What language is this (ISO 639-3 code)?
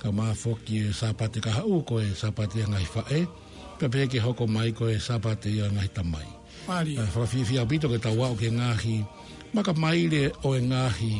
ton